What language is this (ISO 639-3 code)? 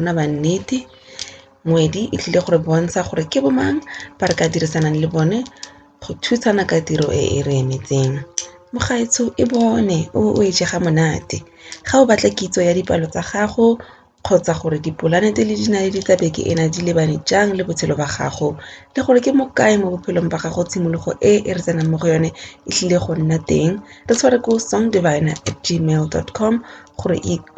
tsn